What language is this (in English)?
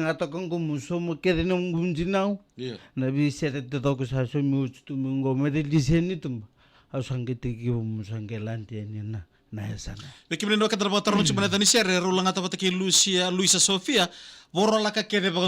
Fijian